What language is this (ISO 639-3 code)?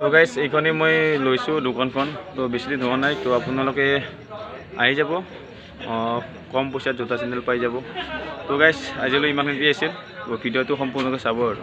asm